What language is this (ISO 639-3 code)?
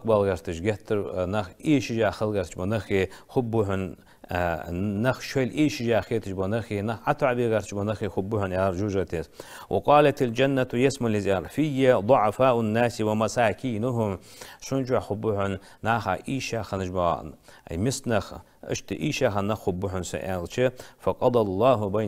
inh